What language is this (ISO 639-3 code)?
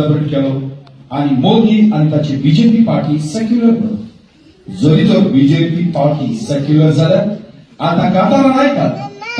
kok